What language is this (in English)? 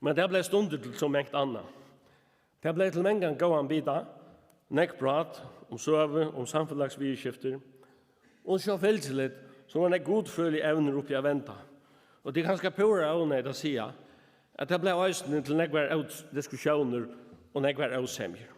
Faroese